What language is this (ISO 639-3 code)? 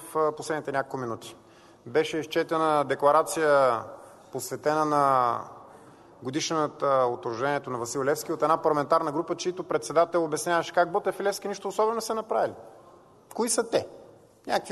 bul